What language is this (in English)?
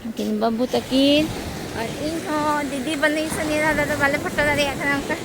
Santali